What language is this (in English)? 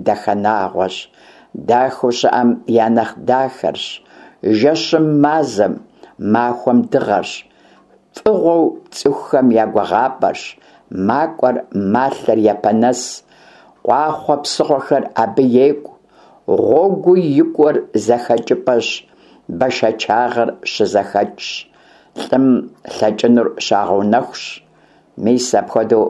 Kabardian